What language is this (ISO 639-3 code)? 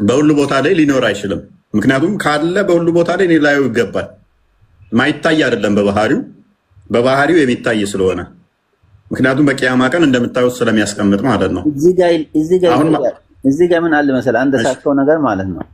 amh